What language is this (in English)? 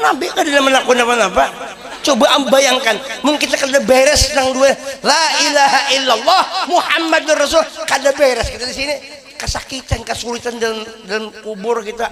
Banjar